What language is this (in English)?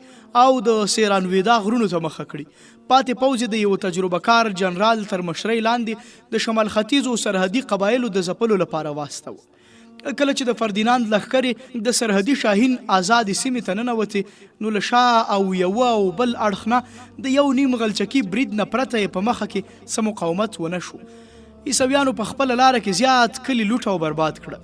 Pashto